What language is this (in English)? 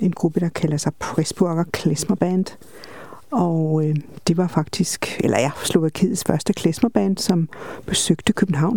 Danish